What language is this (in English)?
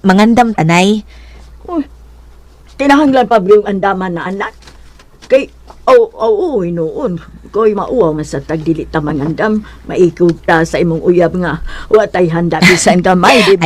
Cebuano